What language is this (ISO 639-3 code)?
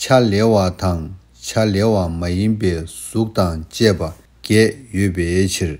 bod